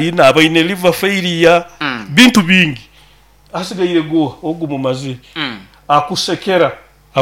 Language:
Nyoro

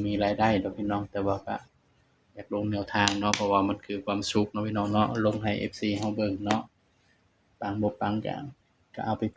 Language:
Northeastern Thai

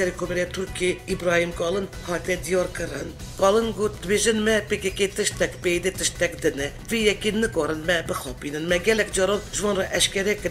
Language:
Kurdish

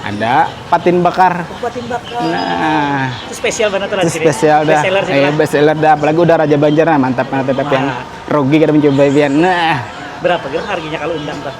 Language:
Banjar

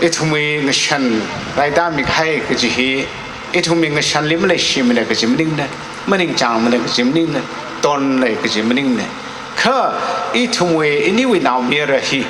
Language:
Tangkhul Naga (India)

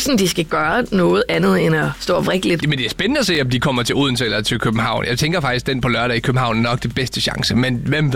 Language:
Danish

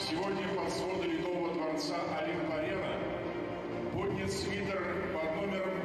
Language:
Russian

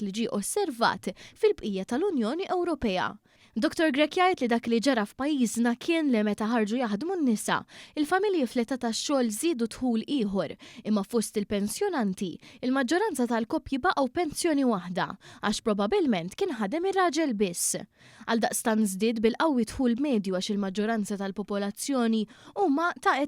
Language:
Maltese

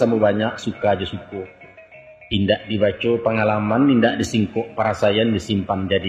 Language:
Minangkabau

